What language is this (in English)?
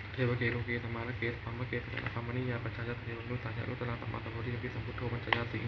Pali